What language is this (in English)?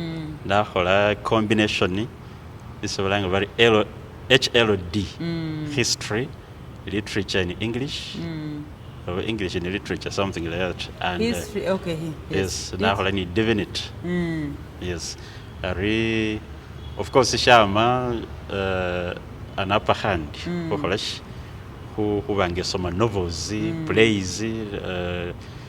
Masaaba